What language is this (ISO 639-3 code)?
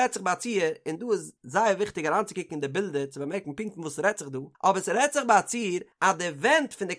yid